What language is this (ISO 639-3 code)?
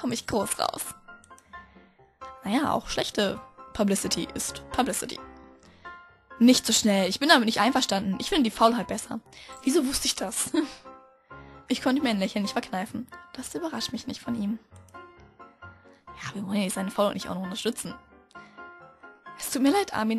deu